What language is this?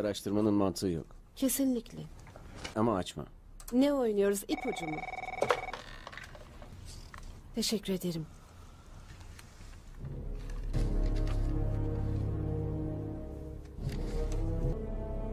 Turkish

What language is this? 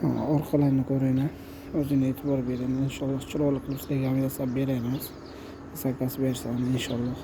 Uzbek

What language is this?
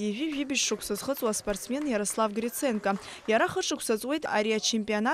Abkhazian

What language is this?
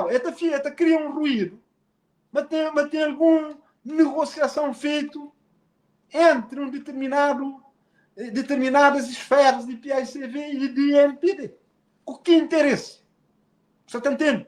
Kabuverdianu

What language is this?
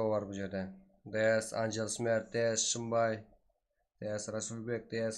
Kara-Kalpak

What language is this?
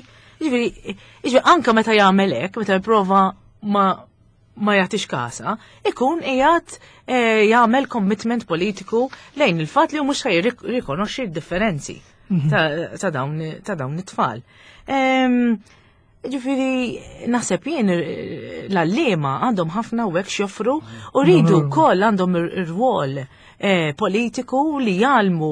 Maltese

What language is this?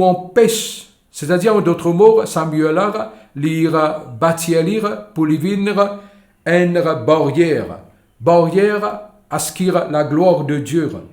Morisyen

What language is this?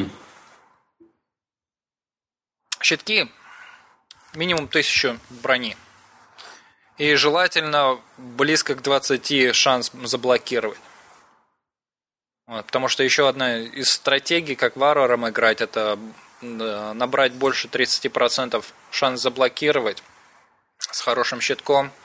Russian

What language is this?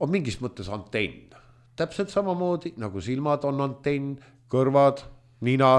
Estonian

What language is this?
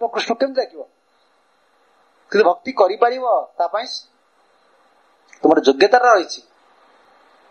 Odia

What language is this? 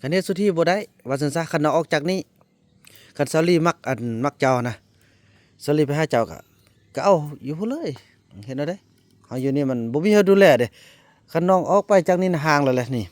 Lao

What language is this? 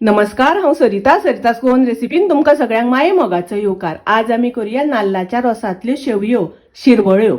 Konkani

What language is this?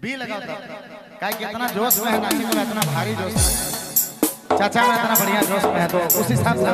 Sadri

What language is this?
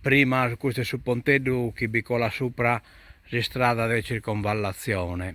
Sardinian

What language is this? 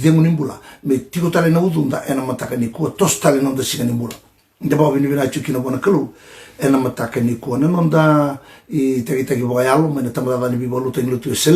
Fijian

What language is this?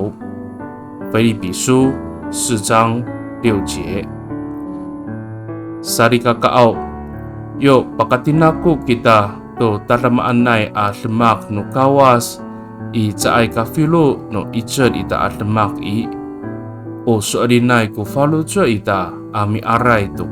Amis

